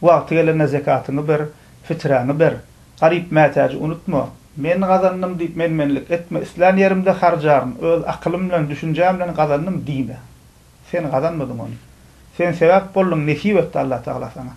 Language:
Turkmen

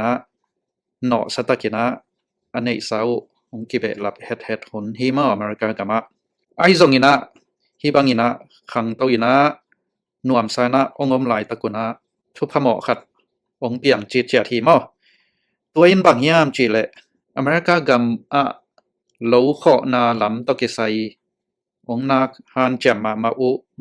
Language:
Tedim Chin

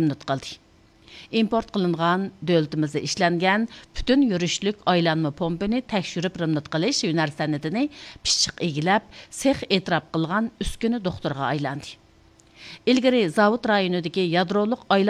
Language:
Uyghur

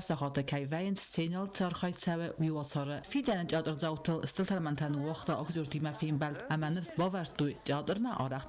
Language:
Ossetic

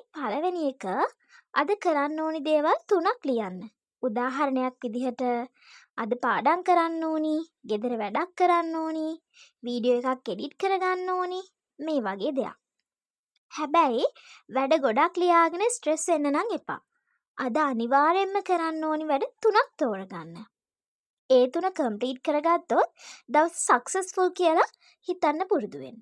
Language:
Sinhala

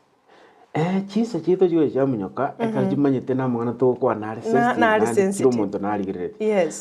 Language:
Gusii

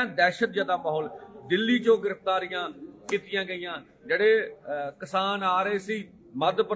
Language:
Punjabi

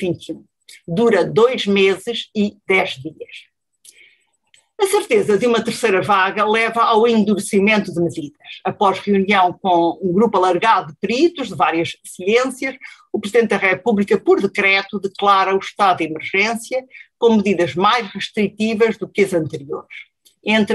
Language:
Portuguese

